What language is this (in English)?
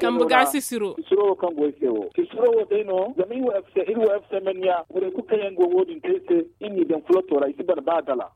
Zarma